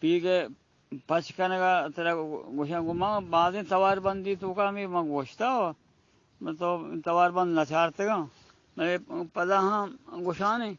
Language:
Baluchi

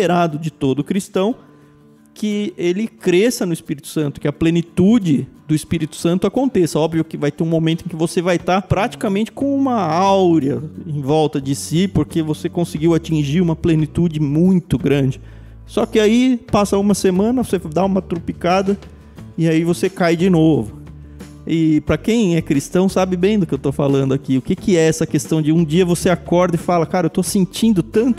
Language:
Portuguese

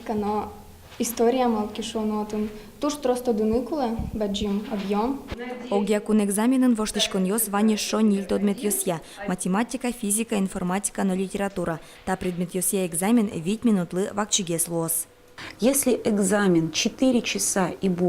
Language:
Udmurt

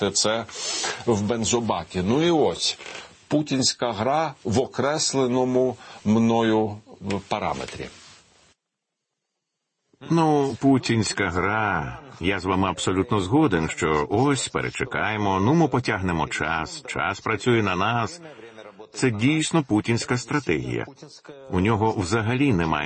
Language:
Ukrainian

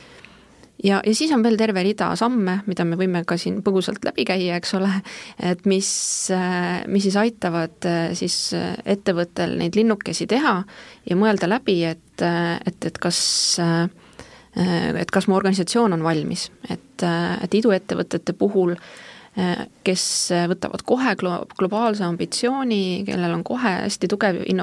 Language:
Estonian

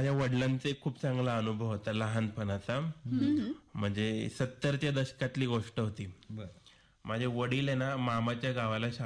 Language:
Marathi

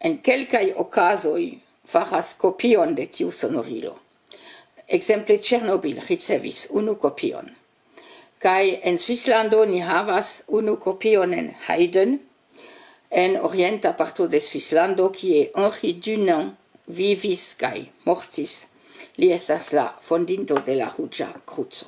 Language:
Esperanto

